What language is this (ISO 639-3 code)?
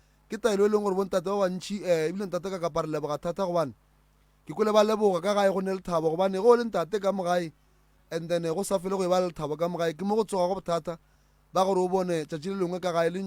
nso